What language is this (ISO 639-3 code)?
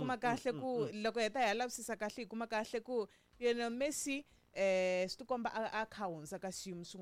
tso